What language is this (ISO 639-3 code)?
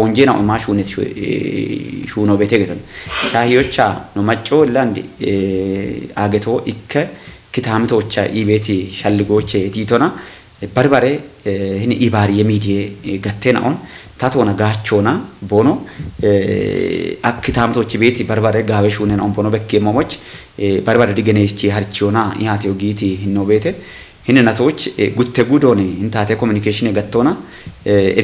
kbr